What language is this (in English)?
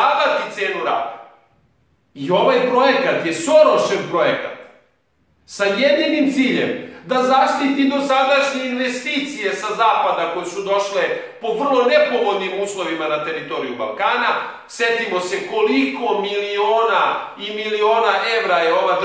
Serbian